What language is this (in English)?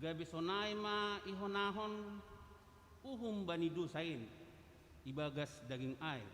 Batak Simalungun